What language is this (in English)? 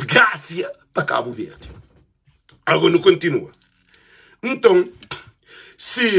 Kabuverdianu